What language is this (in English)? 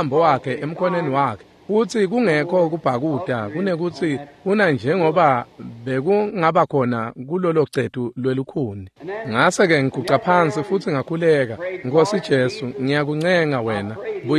Swati